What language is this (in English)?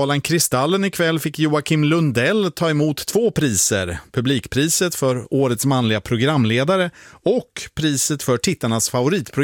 Swedish